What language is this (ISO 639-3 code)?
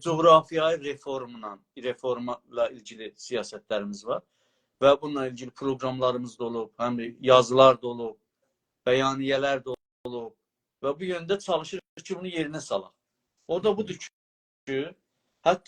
azb